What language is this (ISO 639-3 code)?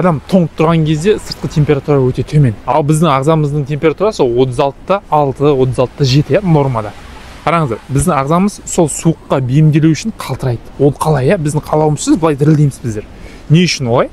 kaz